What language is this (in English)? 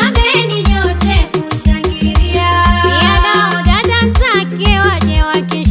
Swahili